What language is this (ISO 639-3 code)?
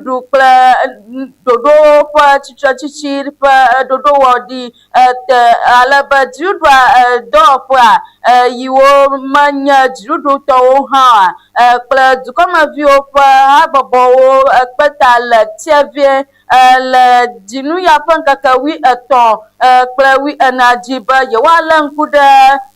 ewe